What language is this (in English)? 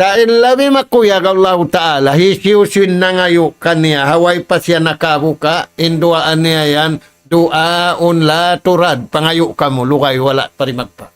Tausug